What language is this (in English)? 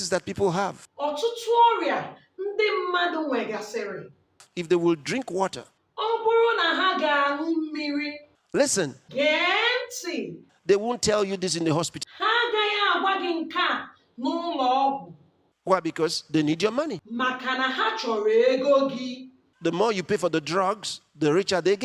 Igbo